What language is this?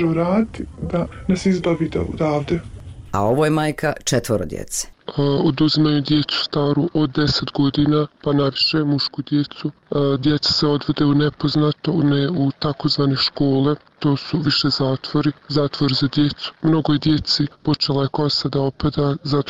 Bosnian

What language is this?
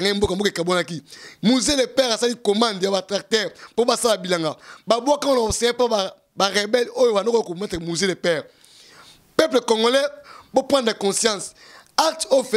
Lingala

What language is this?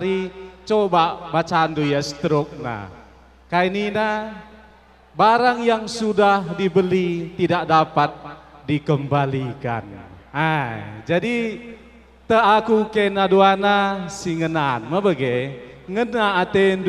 Batak Karo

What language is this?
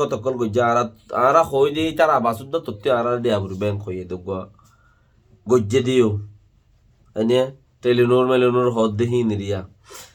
Rohingya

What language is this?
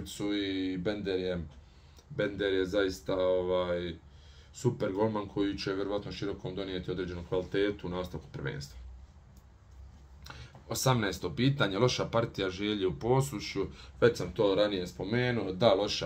Bosnian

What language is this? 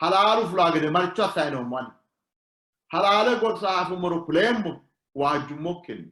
Sidamo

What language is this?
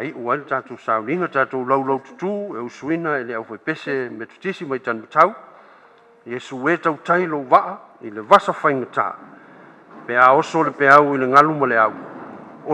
Samoan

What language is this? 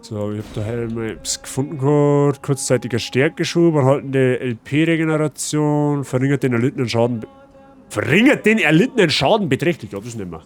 Bavarian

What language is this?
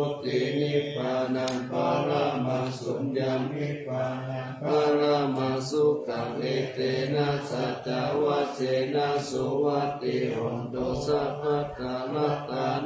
Pali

